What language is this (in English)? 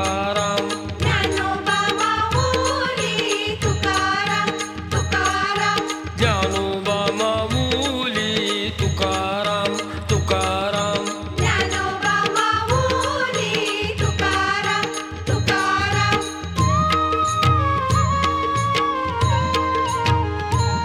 Marathi